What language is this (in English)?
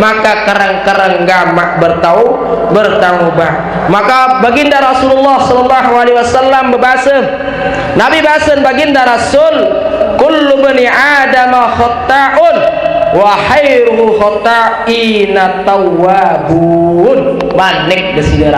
Sasak